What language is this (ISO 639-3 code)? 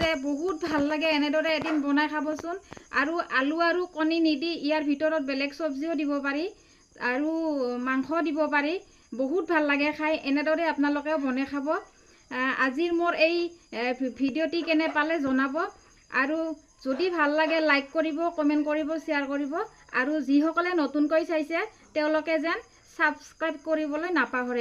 asm